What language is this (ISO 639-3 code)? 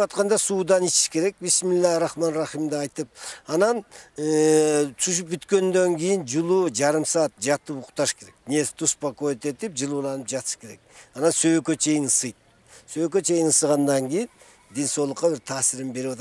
kir